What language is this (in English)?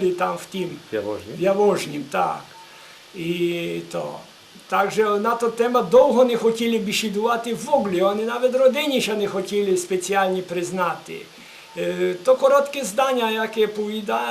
Rusyn